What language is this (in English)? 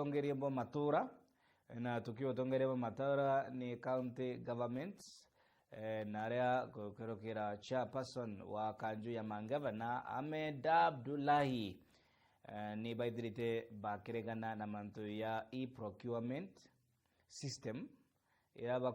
Meru